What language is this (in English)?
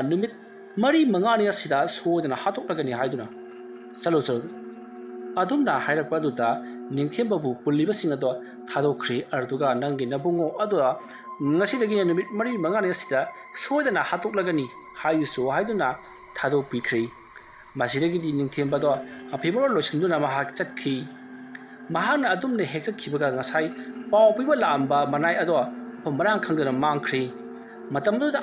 Manipuri